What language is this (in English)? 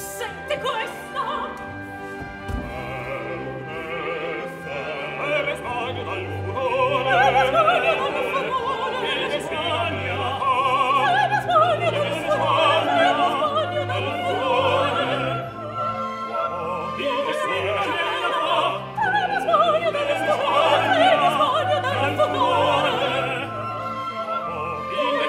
Italian